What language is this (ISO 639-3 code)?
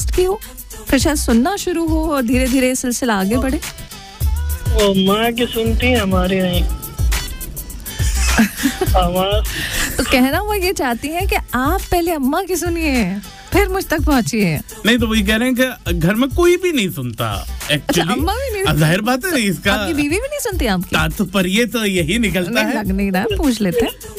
hin